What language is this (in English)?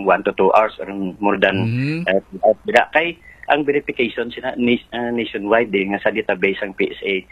Hiligaynon